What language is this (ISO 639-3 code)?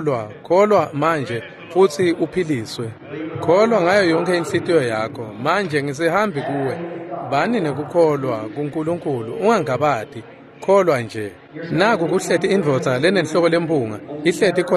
ssw